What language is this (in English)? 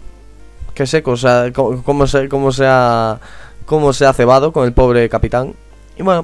Spanish